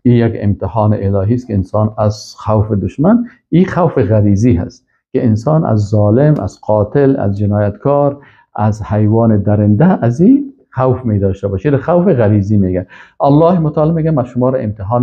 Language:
Persian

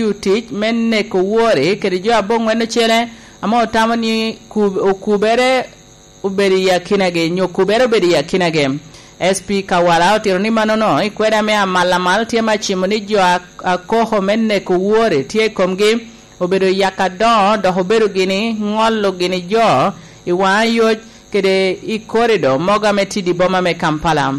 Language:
Lango (Uganda)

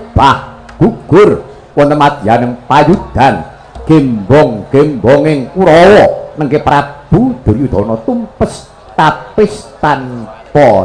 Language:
Javanese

